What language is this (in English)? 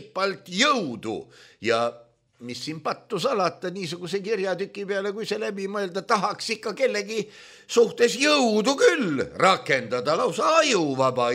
Estonian